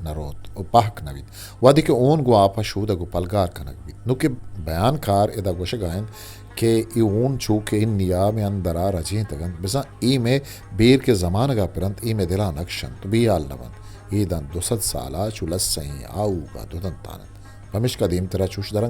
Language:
Eastern Balochi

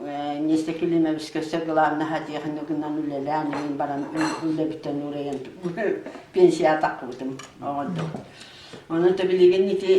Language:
Yakut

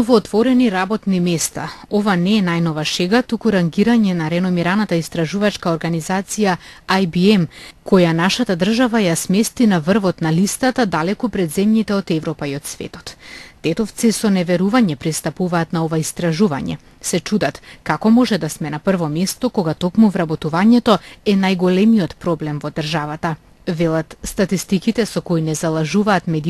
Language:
Macedonian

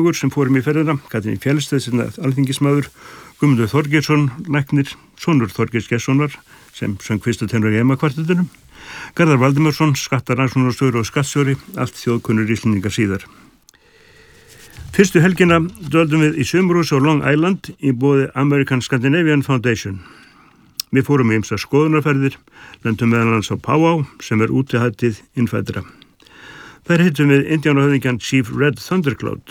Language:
Icelandic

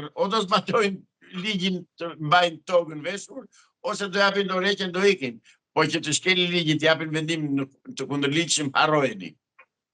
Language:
Albanian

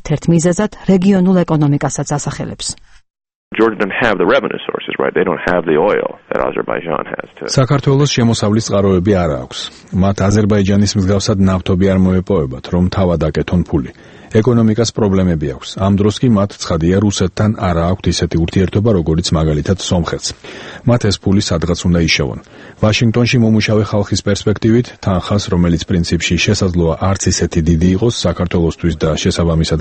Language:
Georgian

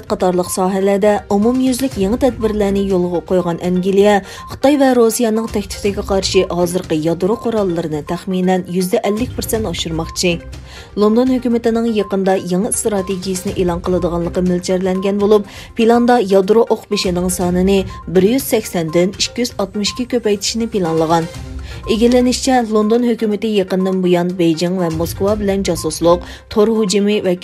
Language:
Uyghur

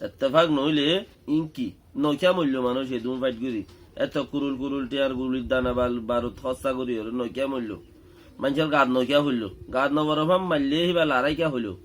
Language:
Rohingya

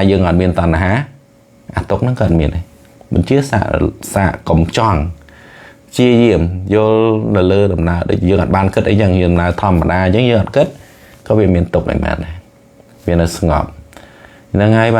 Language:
Khmer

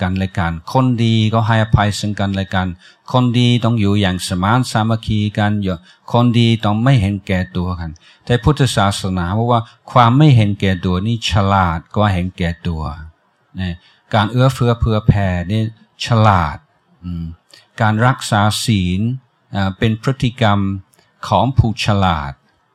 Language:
Thai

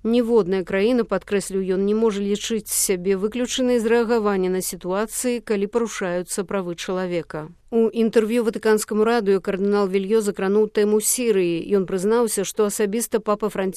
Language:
Belarusian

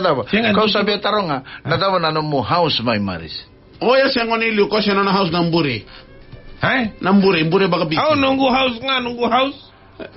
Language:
Fijian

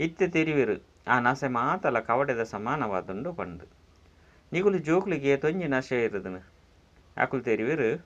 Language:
Tulu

